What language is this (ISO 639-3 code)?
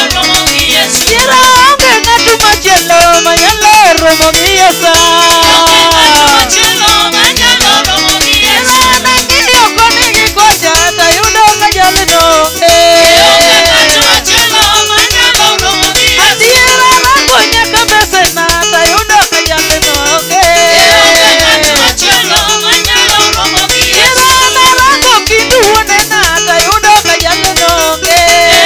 luo